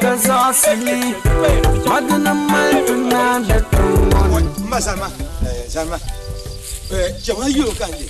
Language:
Dagbani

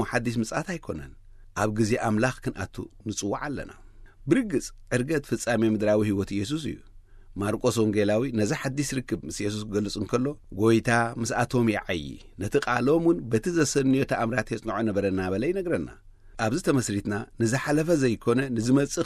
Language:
Tigrinya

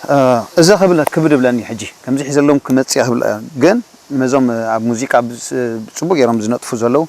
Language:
Tigrinya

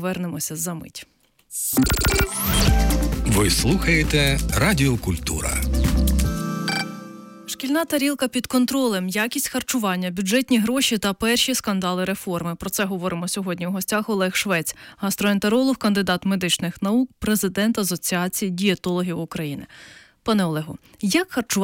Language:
Ukrainian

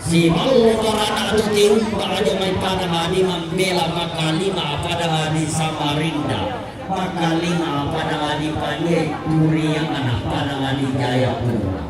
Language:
Toraja-Sa'dan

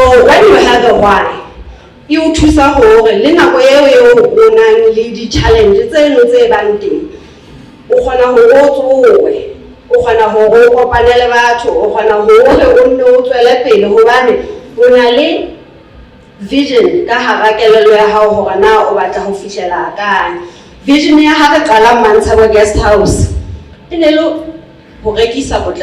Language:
Southern Sotho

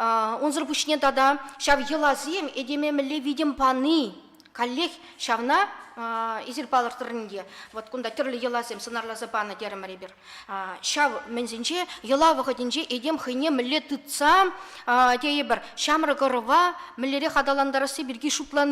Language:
Chuvash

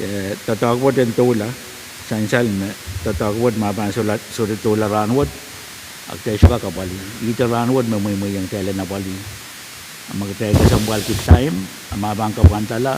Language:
Pohnpeian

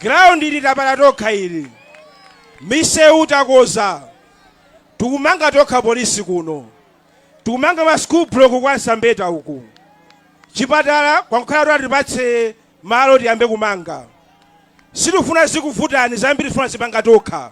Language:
Nyanja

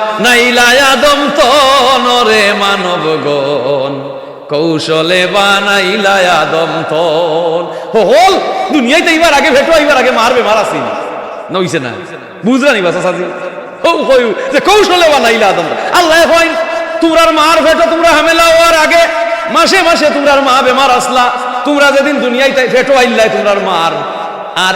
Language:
Sylheti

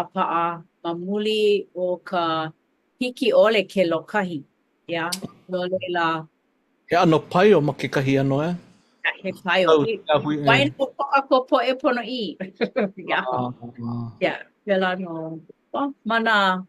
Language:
Hawaiian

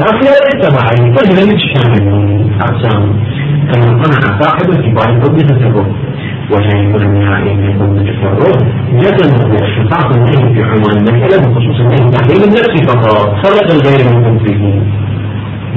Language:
Arabic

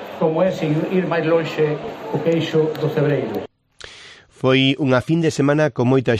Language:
Galician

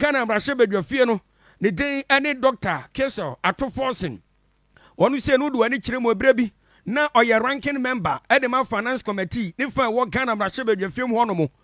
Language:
Akan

